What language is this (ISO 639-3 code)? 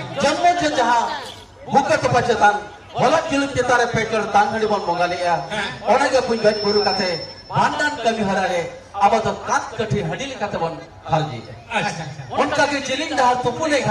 sat